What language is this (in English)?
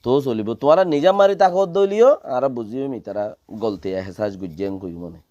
Rohingya